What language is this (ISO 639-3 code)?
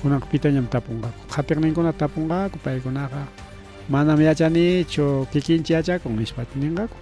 quy